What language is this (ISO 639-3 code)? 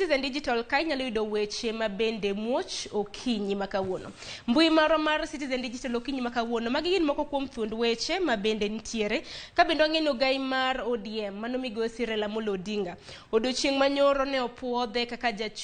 luo